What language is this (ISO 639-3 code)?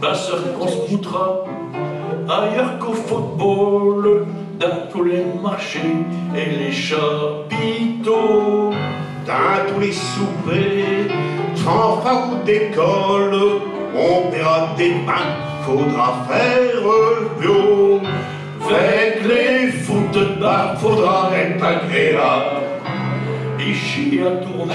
pcd